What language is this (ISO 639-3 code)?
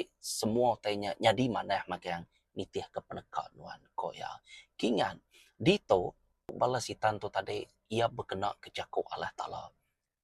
iba